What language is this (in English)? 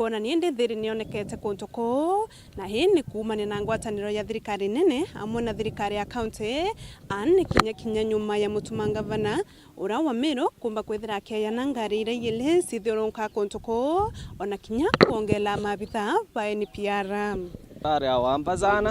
Meru